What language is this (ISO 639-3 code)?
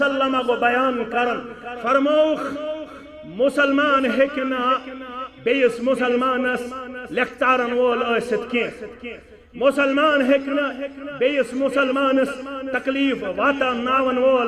kas